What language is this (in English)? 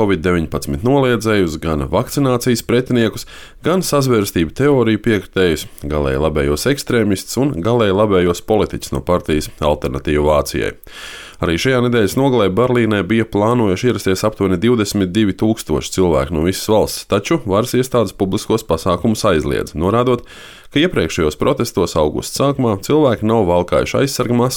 Latvian